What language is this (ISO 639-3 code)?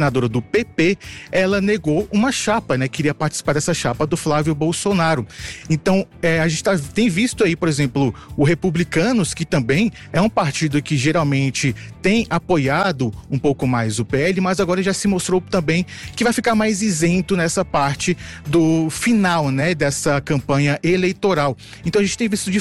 por